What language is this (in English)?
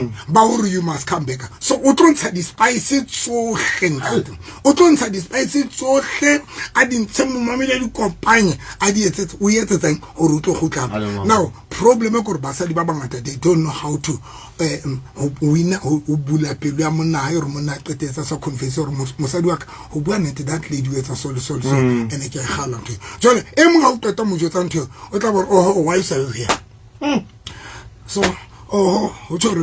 Southern Sotho